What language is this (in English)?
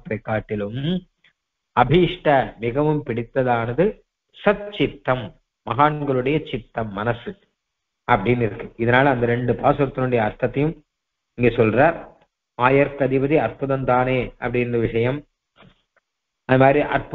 Tamil